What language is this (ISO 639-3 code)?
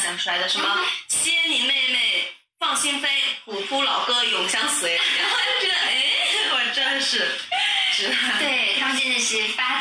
zho